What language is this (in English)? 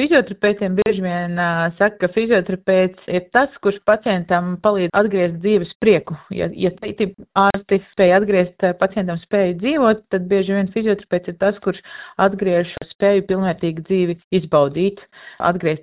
Latvian